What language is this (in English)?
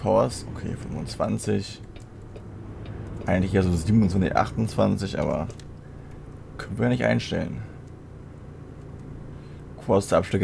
German